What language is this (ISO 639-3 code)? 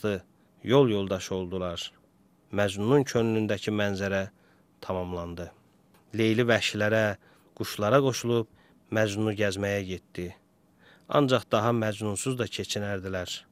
aze